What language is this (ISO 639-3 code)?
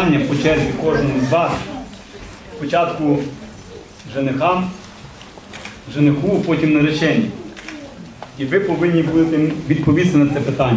ukr